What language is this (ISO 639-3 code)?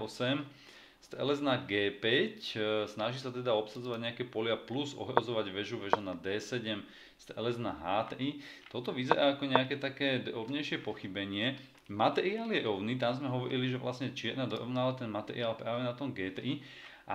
slk